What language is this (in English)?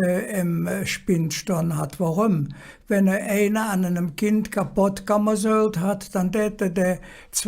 Colognian